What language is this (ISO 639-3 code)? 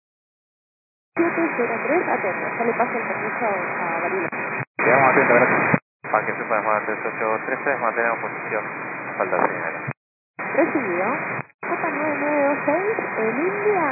spa